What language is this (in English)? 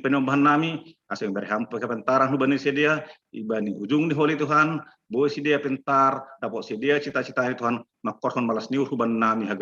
Batak Simalungun